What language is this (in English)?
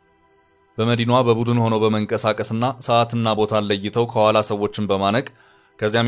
Amharic